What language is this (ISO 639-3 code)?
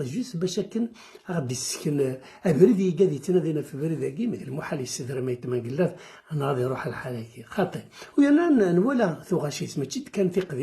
kab